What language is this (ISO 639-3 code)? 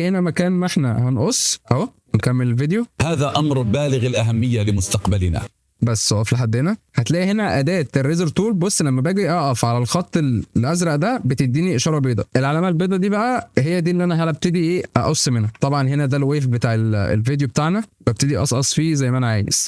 arz